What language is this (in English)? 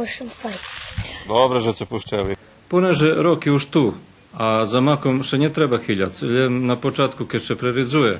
Rusyn